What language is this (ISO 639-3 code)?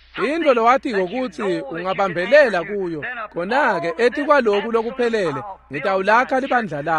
ssw